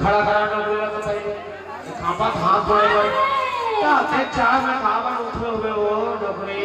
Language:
Chhattisgarhi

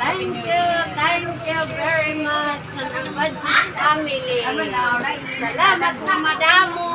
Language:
Waray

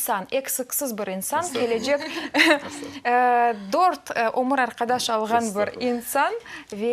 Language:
Crimean Tatar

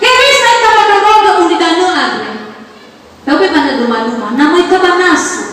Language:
Nias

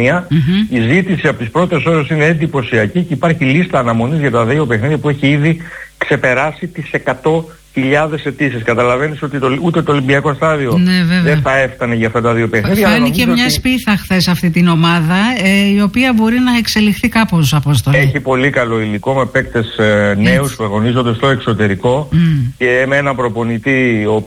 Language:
Greek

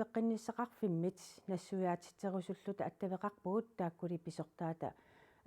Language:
Kalaallisut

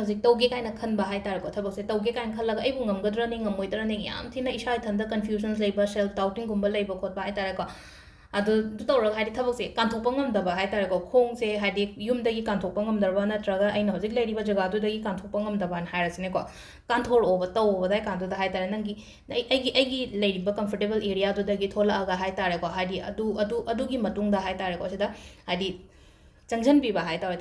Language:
Manipuri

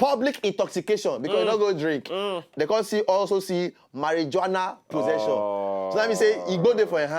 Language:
Nigerian Pidgin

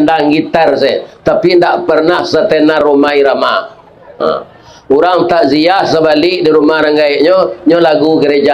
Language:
Minangkabau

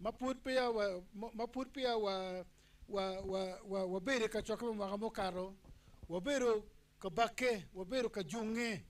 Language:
Acoli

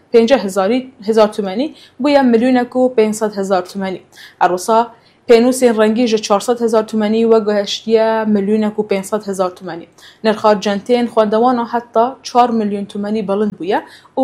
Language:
Kurdish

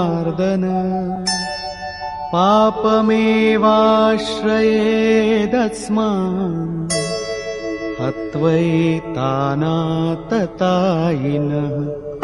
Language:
Tamil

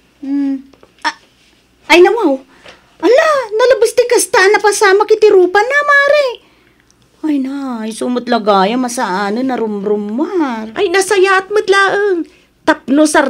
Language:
Iloko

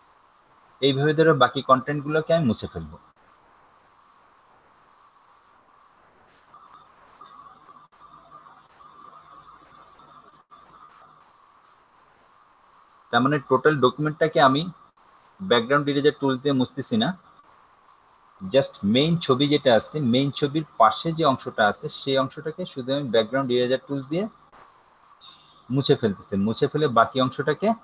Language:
Bangla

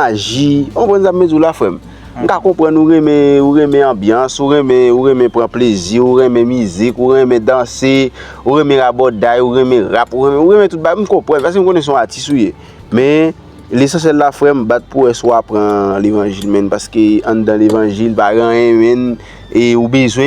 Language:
Haitian Creole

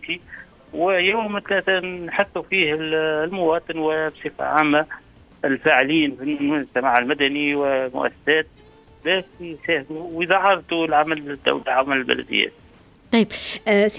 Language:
Tunisian Arabic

